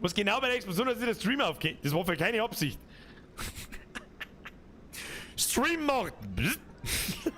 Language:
Bavarian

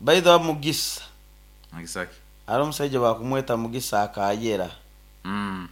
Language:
Nyoro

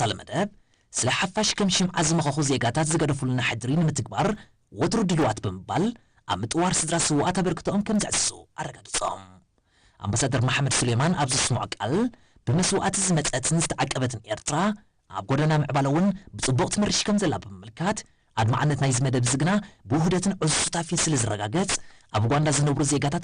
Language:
Tigrinya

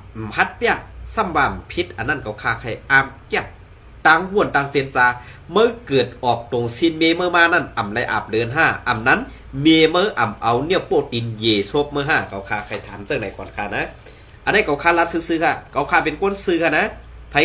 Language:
Shan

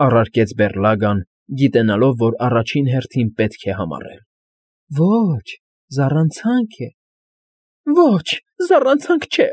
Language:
Armenian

